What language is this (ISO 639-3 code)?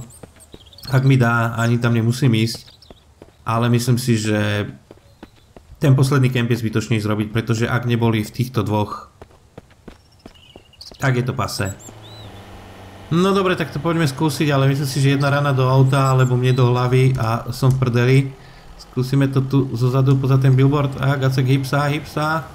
slk